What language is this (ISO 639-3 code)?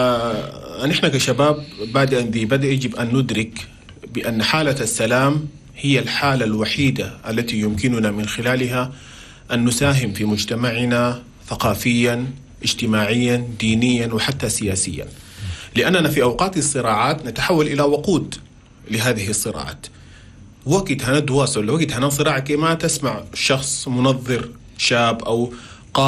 shu